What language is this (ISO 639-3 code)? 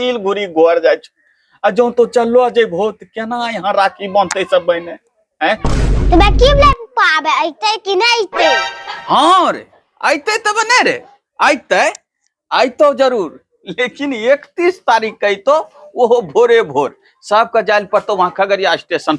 anp